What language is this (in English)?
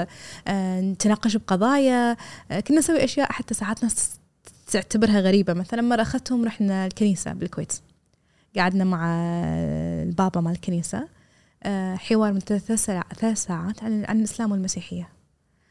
Gulf Arabic